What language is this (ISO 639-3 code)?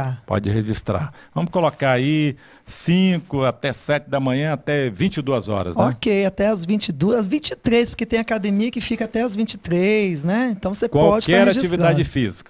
por